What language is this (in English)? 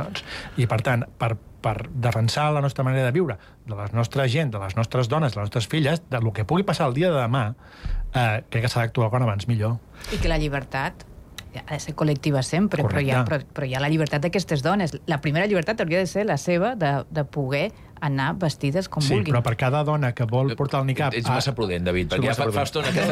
Catalan